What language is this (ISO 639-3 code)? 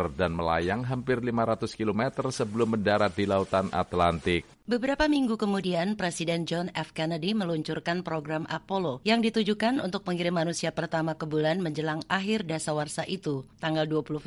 ind